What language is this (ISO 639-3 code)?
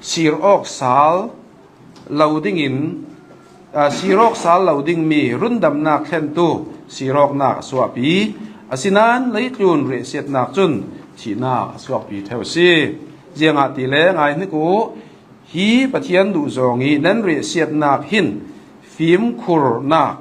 cnh